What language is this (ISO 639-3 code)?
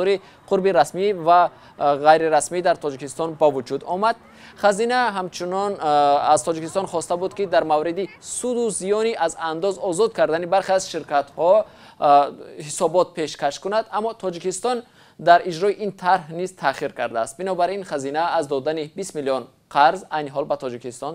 tgk